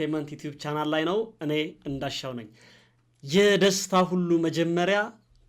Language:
Amharic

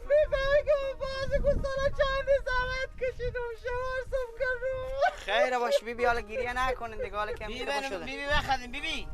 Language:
Persian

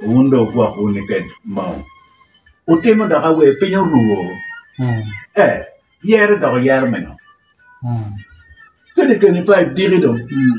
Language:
Acoli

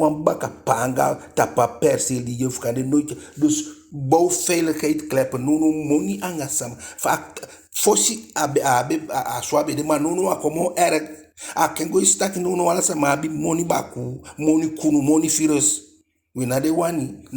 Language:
Eastern Maroon Creole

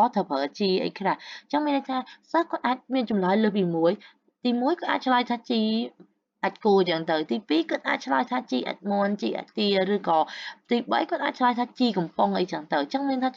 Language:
Khmer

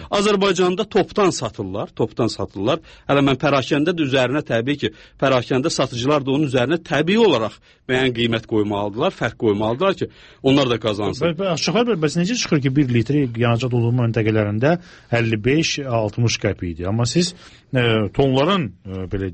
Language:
Azerbaijani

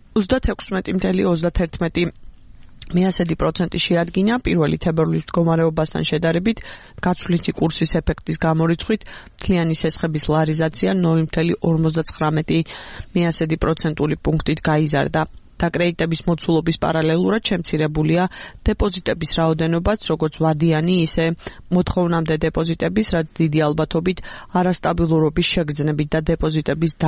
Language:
Georgian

